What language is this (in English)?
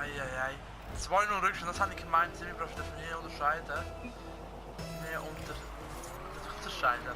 Swiss German